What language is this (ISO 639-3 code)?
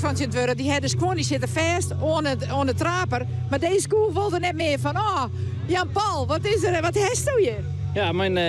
fry